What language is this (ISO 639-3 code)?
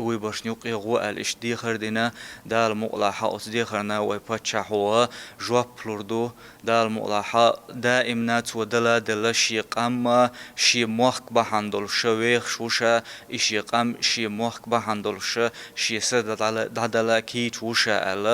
che